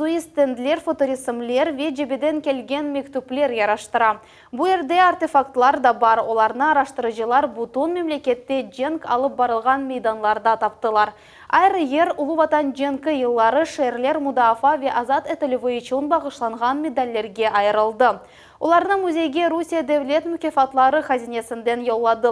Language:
Crimean Tatar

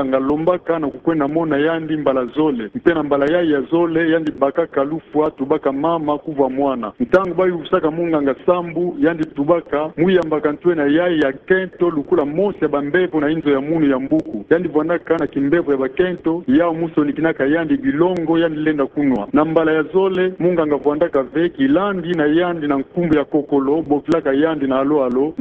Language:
Kituba (Democratic Republic of Congo)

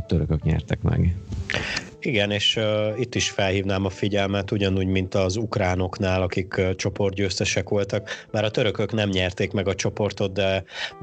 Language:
Hungarian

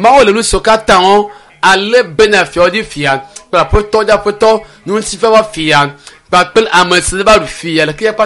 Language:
Ewe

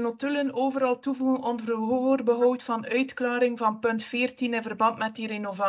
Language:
Dutch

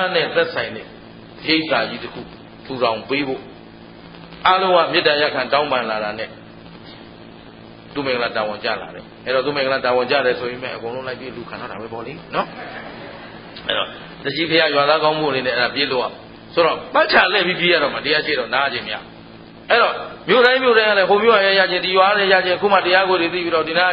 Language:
Burmese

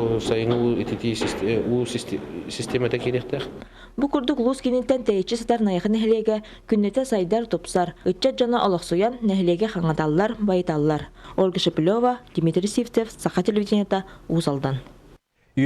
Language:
Yakut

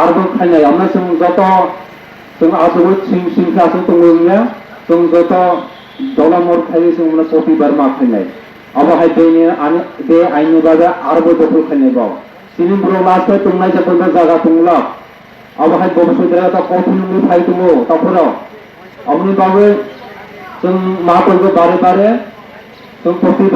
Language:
Kok Borok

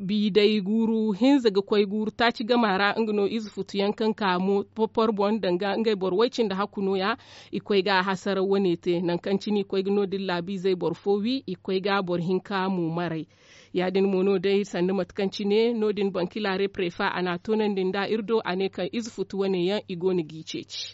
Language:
Zarma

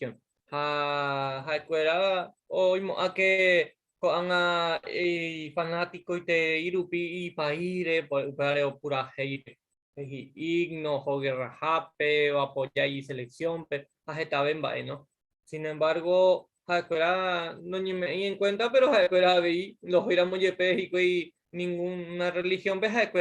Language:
Guarani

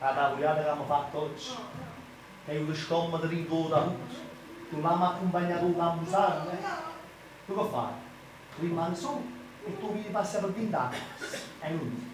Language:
Neapolitan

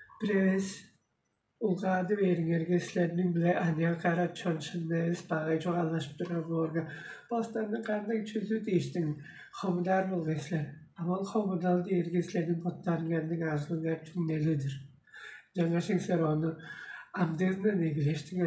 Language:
Tuvinian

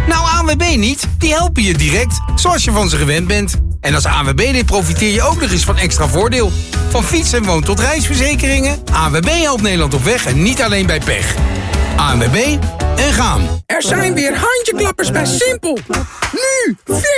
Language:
Dutch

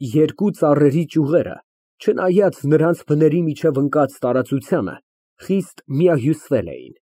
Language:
Armenian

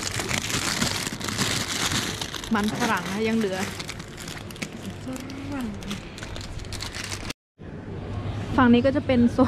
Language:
Thai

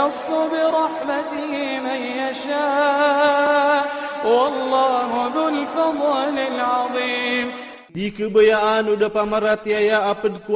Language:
Iranun (Philippines)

